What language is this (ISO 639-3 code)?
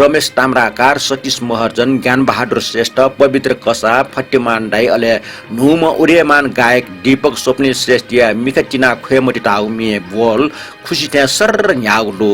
new